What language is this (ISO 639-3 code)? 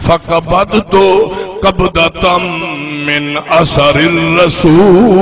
skr